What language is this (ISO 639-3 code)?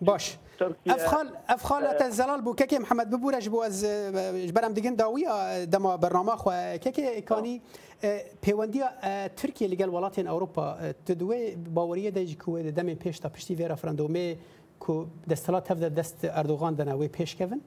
kur